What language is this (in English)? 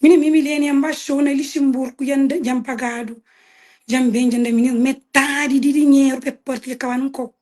Kabuverdianu